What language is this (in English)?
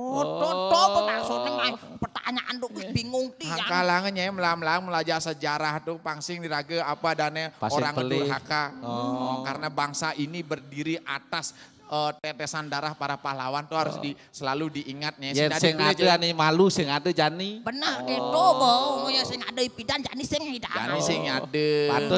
Balinese